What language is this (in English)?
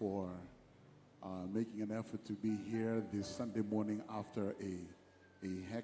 Fijian